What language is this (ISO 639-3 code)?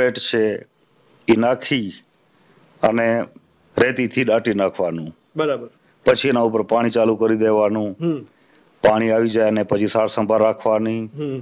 guj